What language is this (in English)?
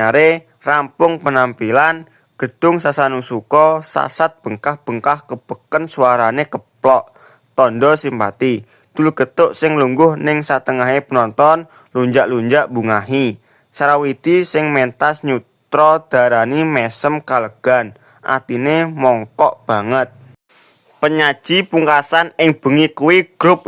Javanese